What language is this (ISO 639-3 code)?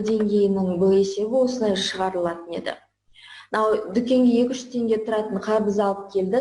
kaz